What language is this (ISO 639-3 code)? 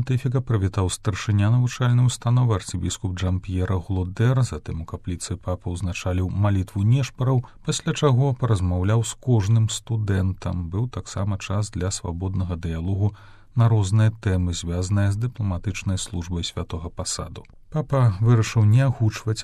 bel